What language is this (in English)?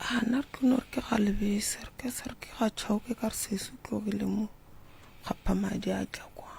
Northern Sotho